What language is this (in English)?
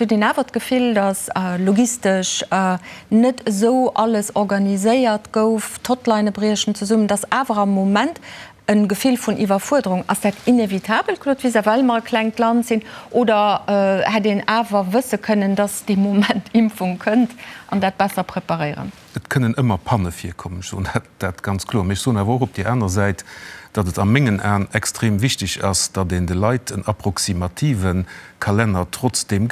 Luxembourgish